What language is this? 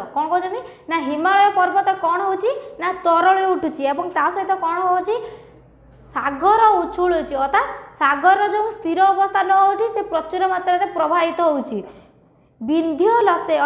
Odia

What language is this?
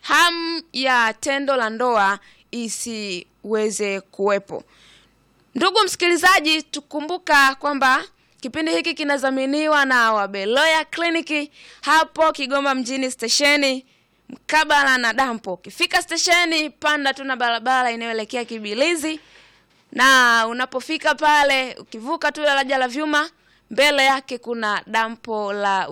Swahili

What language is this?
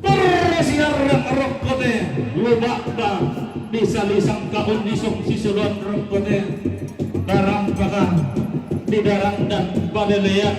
Toraja-Sa'dan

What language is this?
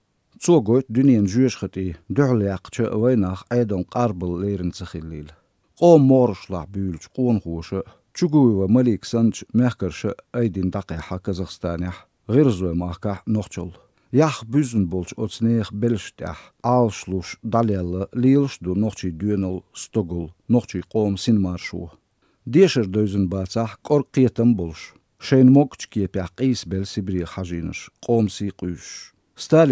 Chechen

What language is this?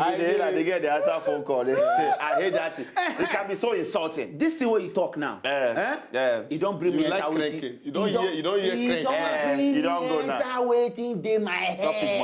Nigerian Pidgin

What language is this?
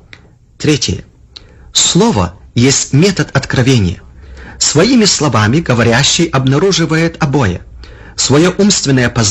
Russian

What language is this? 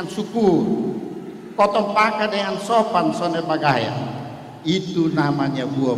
Kupang Malay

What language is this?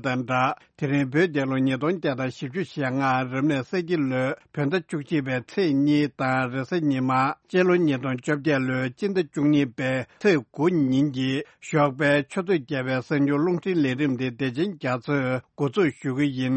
Tibetan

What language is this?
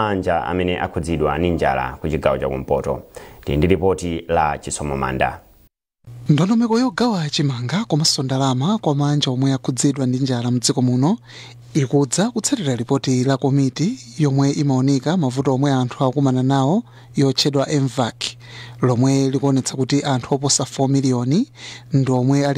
Nyanja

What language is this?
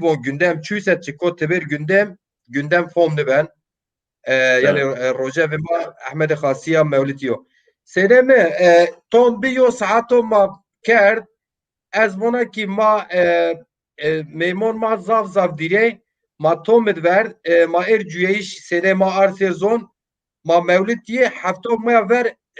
Zaza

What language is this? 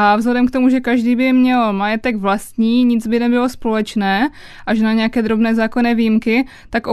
Czech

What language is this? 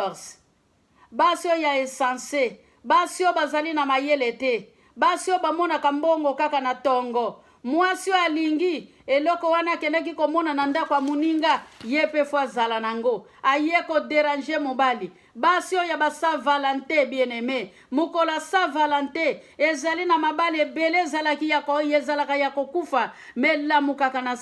Lingala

